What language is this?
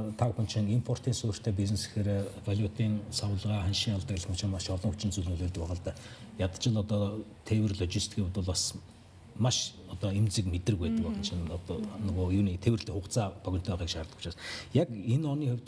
Mongolian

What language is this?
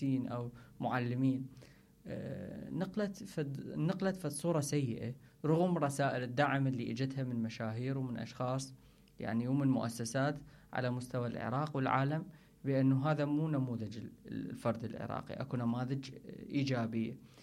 Mesopotamian Arabic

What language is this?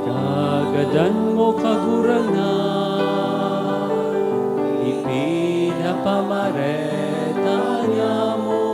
Bikol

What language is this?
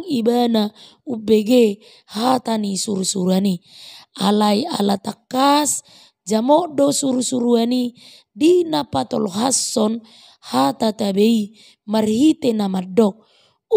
Batak Toba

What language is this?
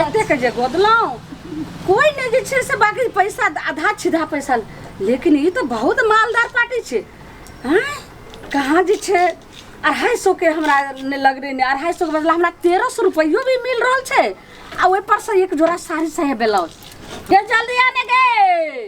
Maithili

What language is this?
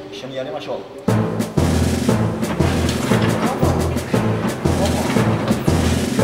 Japanese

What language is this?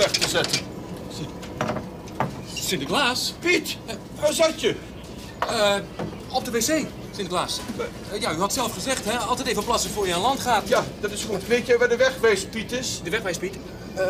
Dutch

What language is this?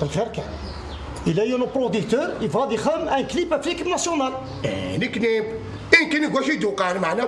Kabyle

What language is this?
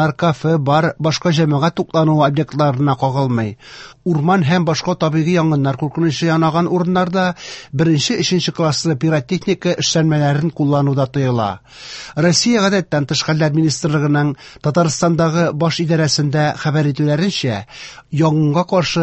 Tatar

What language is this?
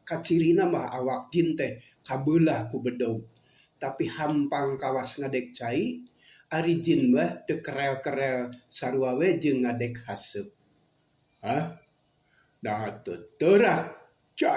Sundanese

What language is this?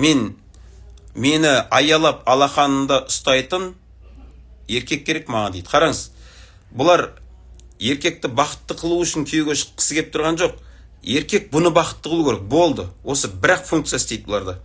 Kazakh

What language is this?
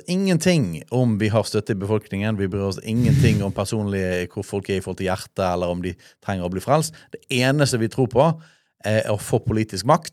Norwegian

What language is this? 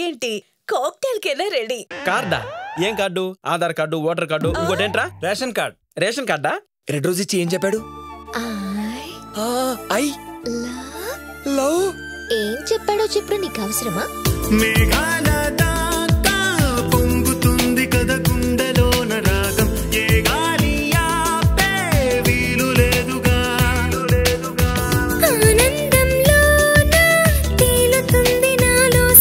Telugu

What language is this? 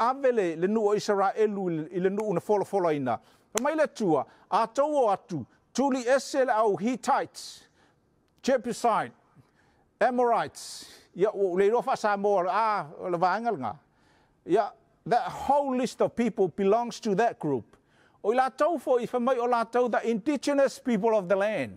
Samoan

